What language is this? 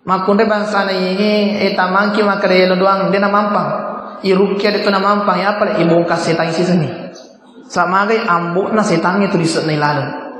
Buginese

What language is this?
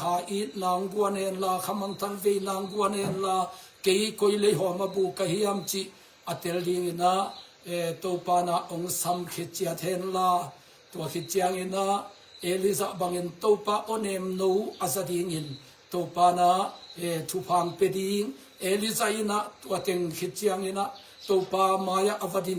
Tedim Chin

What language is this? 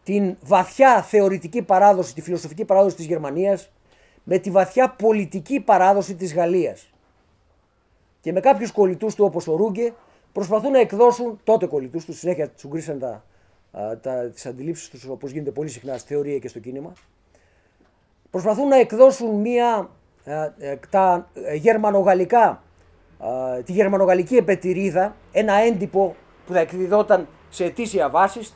Greek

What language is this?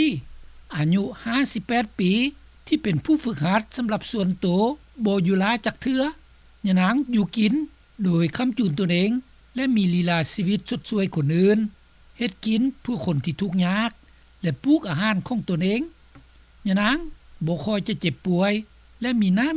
Lao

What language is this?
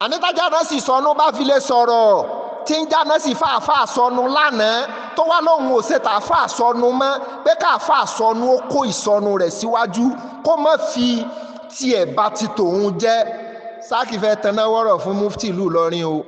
Yoruba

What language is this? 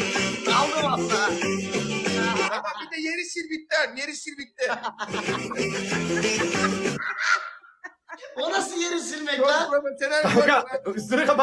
Turkish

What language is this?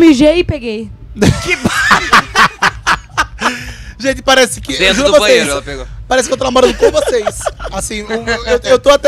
Portuguese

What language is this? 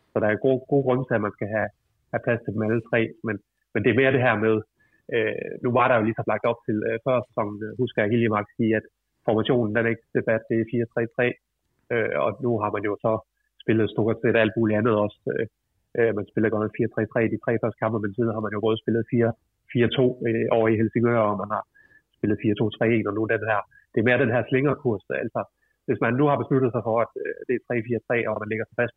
Danish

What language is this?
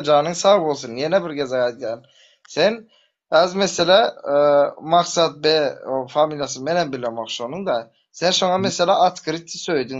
Turkmen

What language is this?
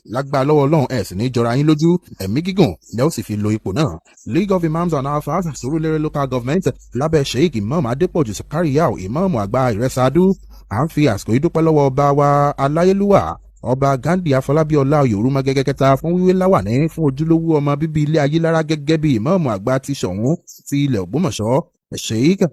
Yoruba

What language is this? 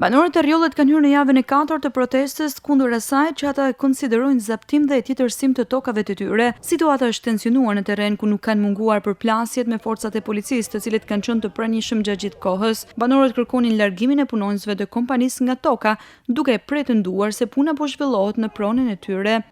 Albanian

